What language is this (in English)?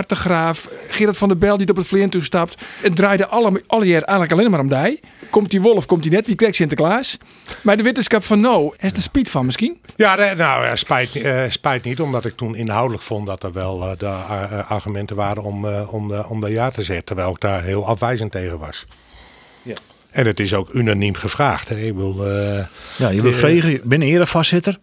Western Frisian